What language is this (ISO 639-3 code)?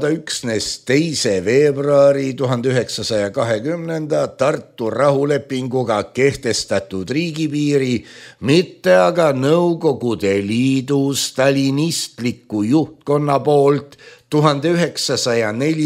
est